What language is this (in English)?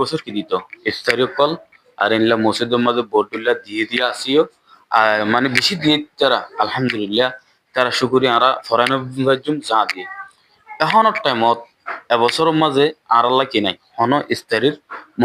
Rohingya